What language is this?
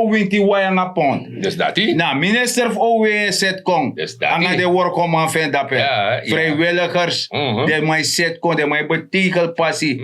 Sranan Tongo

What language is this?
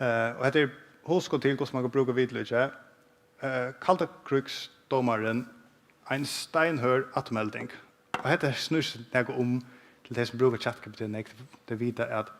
Faroese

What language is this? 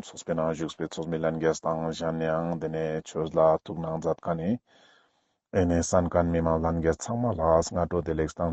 Ladakhi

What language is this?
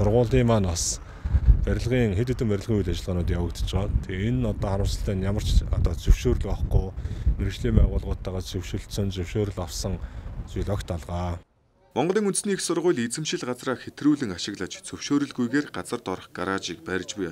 Mongolian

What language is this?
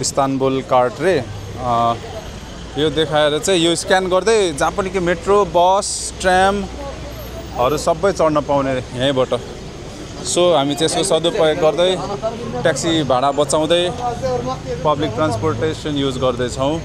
Nepali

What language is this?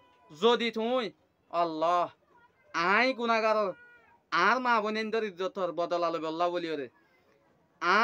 Rohingya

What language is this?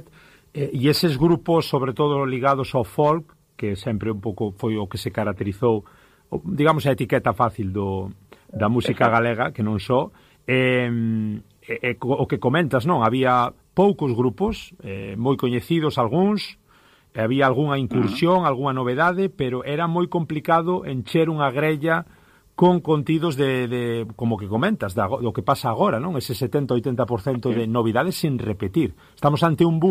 Galician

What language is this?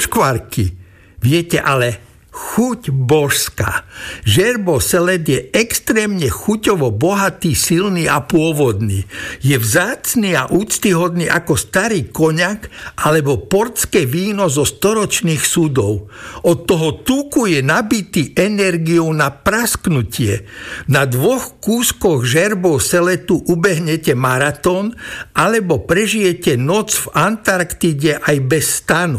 Slovak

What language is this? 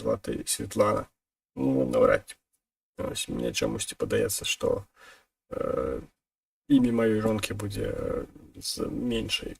Belarusian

